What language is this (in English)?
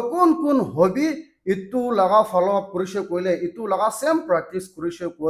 Naga Pidgin